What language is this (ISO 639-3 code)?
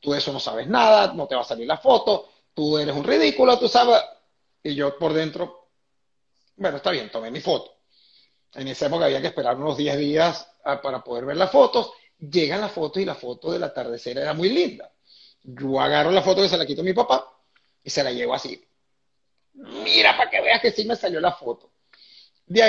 spa